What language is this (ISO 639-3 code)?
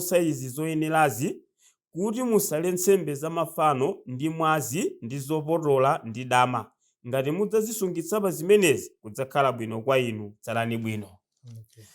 nya